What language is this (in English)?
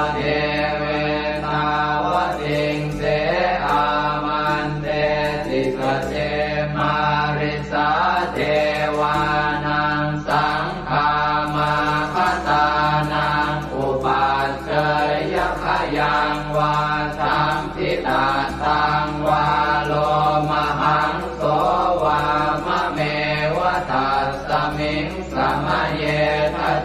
Pali